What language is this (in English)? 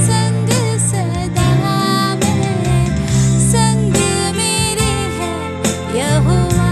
Konkani